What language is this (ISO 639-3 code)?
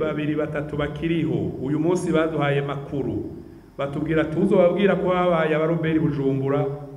run